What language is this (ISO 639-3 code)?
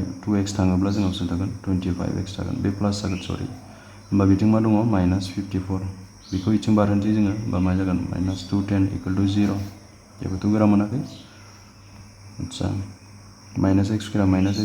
brx